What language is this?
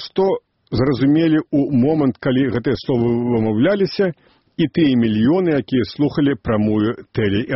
Belarusian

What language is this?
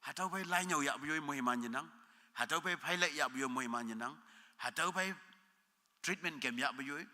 Konyak Naga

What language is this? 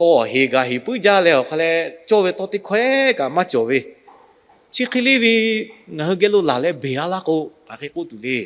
Lahu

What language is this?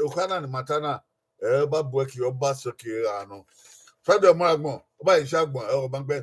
Bini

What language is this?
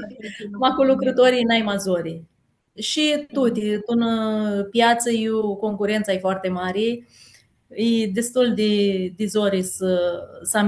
Aromanian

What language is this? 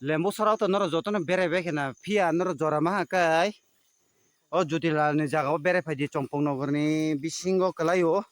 Kok Borok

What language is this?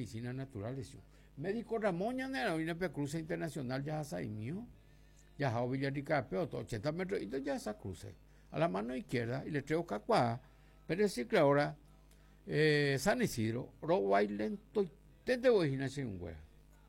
Guarani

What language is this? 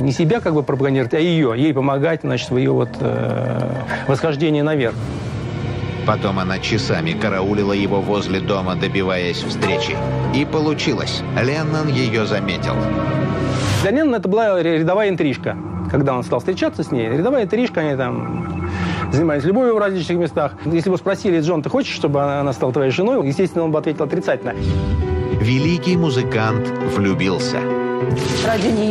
Russian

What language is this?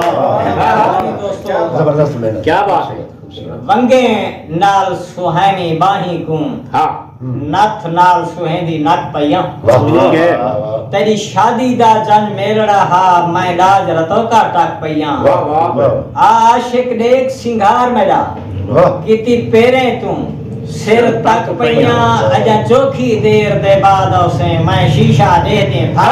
Saraiki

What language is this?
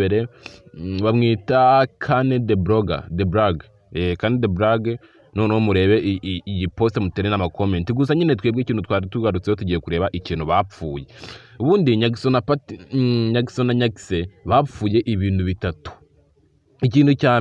Kinyarwanda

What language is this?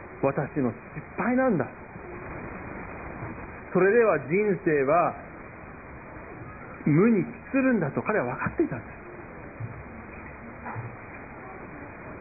Japanese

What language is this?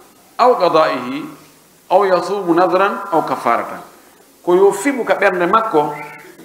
Pular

